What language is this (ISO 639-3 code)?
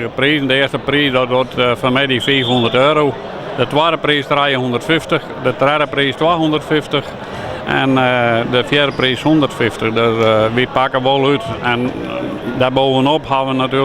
fry